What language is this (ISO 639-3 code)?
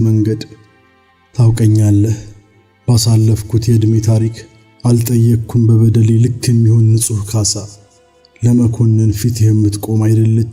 amh